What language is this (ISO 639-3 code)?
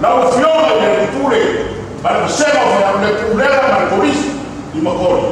smo